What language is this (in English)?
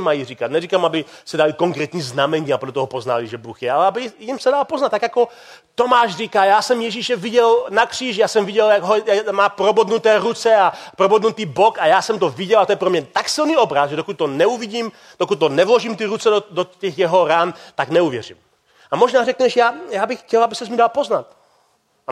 Czech